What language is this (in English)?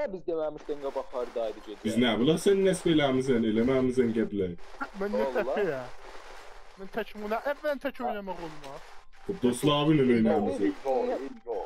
South Azerbaijani